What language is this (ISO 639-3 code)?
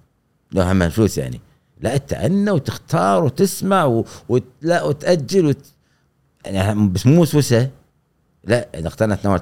afb